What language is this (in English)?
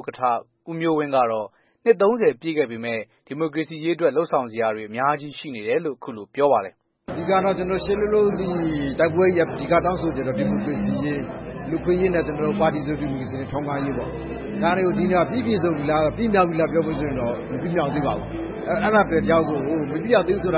Burmese